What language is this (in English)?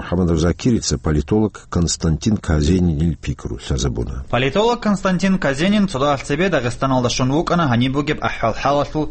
Avaric